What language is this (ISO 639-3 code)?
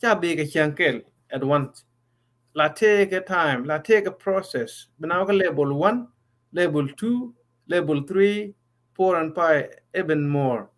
nus